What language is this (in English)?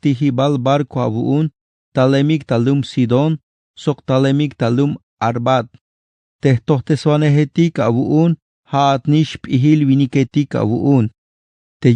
Tzeltal